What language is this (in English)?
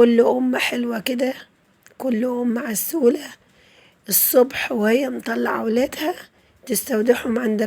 Egyptian Arabic